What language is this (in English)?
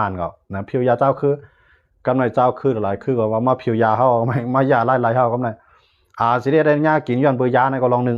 Shan